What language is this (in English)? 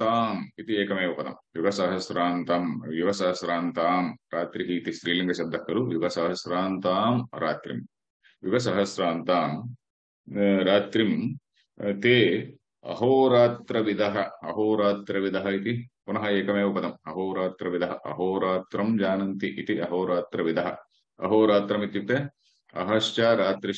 Sanskrit